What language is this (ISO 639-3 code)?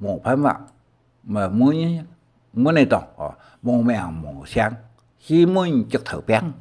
hak